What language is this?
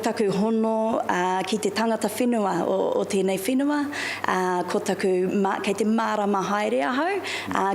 Māori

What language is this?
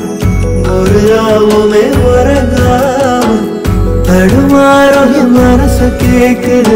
Tamil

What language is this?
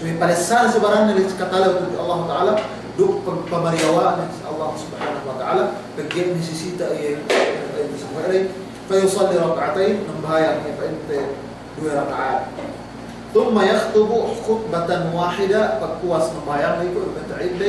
Yakan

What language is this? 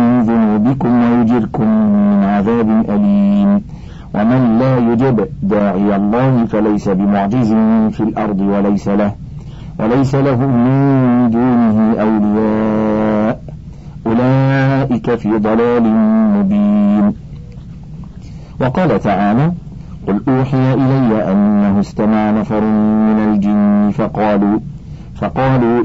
Arabic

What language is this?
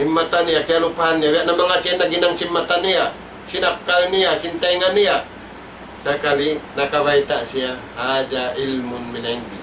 Tausug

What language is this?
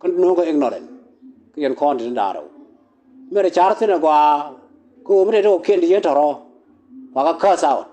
Nuer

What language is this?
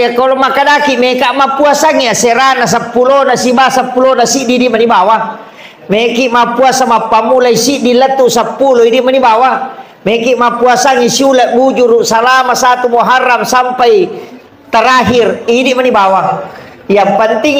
Buginese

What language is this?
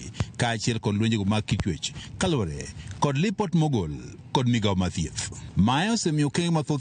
Luo (Kenya and Tanzania)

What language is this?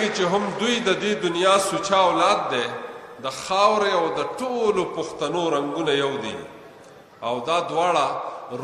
Pashto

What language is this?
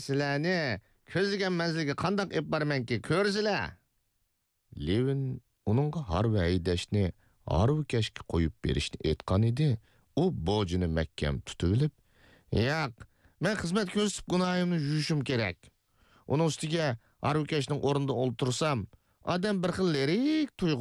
Uyghur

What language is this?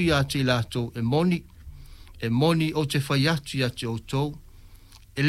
Samoan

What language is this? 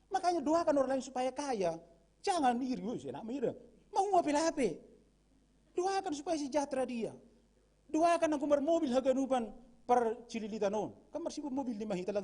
Batak Simalungun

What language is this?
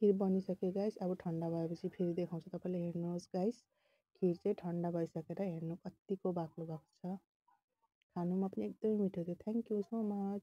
Nepali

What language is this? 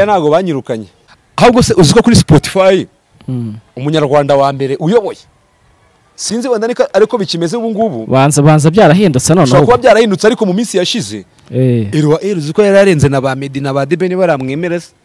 Kinyarwanda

